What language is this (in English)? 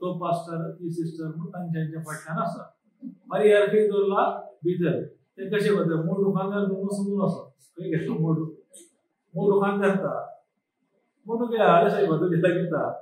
Konkani